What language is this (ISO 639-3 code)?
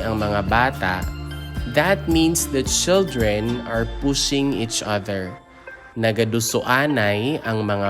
hil